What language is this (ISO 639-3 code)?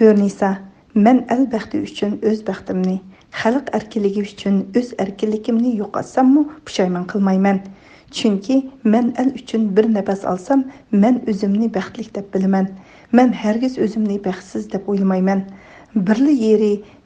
uig